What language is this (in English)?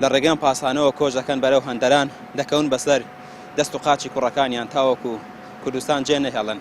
Central Kurdish